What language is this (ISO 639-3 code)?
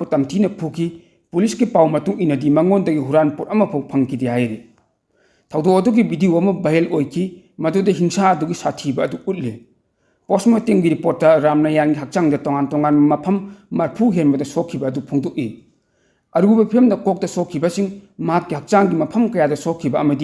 mni